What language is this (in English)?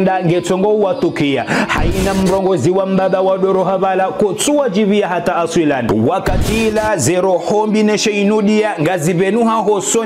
Ngazidja Comorian